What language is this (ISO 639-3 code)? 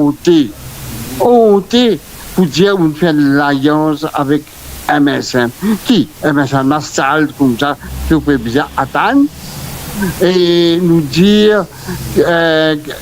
mfe